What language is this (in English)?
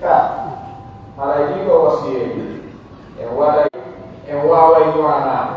Pular